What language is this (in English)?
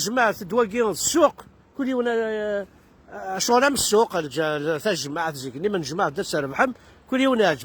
Kabyle